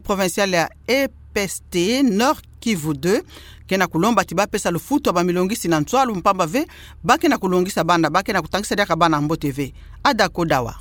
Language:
Kituba (Democratic Republic of Congo)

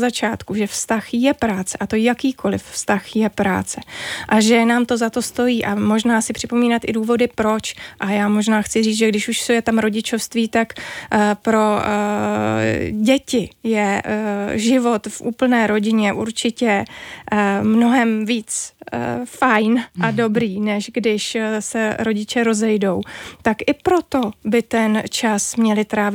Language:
Czech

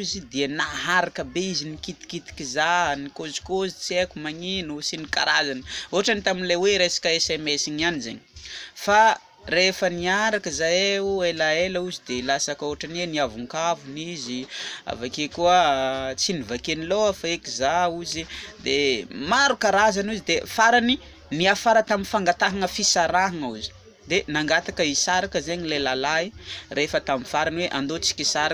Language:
Malagasy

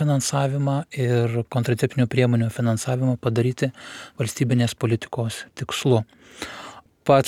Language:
Lithuanian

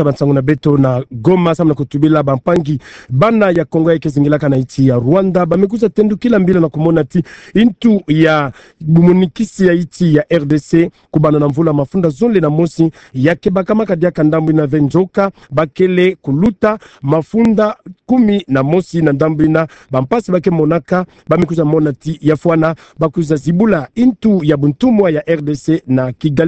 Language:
Kituba (Democratic Republic of Congo)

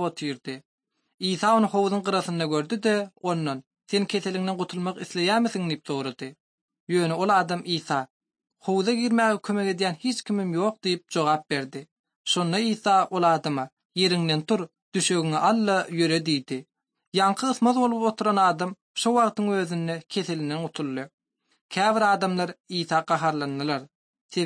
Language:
Turkmen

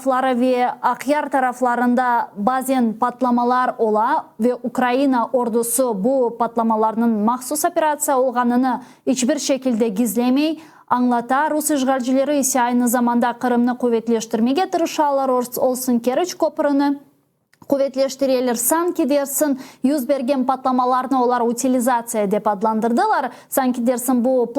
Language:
Crimean Tatar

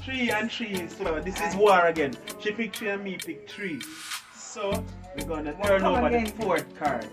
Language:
Jamaican Creole English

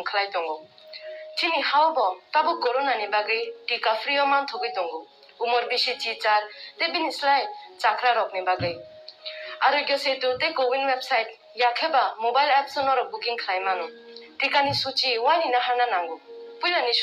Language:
Kok Borok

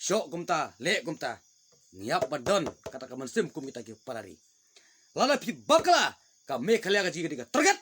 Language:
Khasi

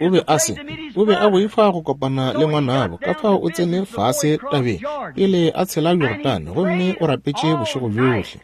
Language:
Northern Sotho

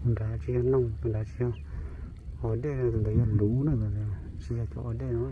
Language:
Hmong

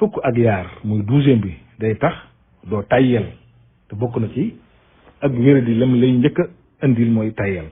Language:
Wolof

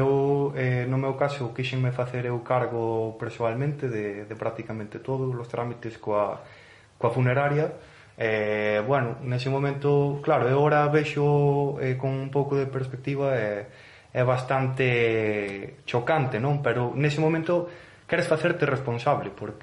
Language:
Galician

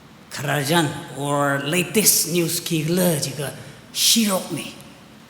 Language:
Tangkhul Naga (India)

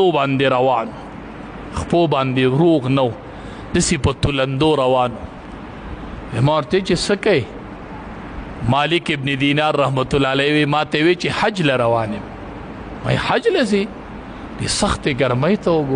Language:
Pashto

